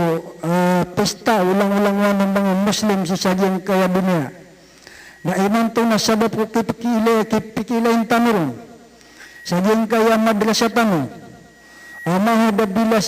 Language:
Maranao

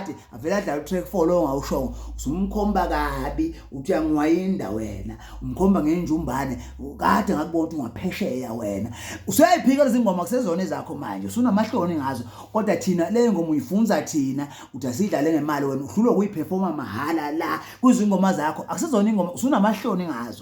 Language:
Zulu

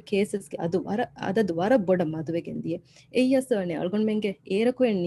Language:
Divehi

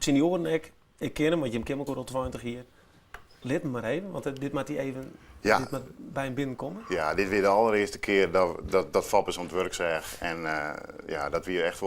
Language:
Western Frisian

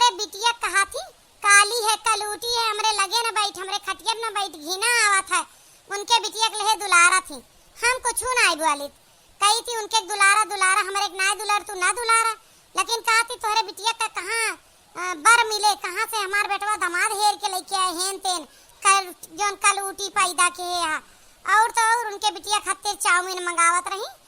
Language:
Awadhi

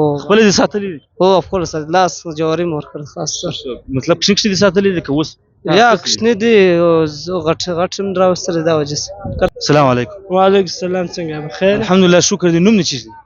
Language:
Pashto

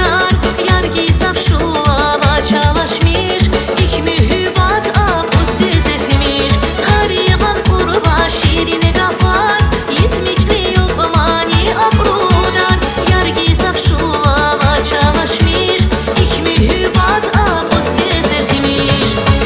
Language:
Tabassaran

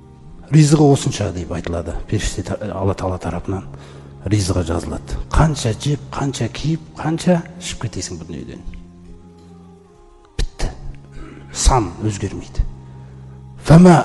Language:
Kazakh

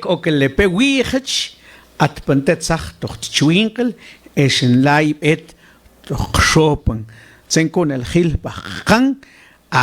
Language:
Mam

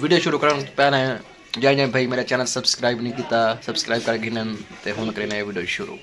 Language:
Saraiki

